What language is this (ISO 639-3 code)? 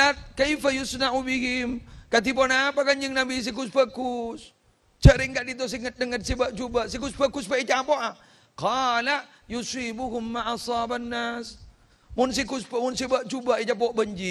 mad